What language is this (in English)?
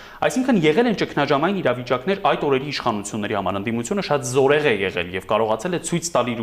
Armenian